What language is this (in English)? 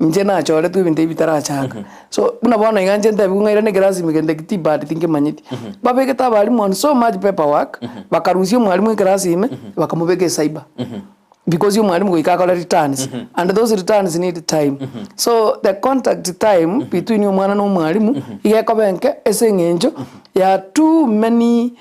Gusii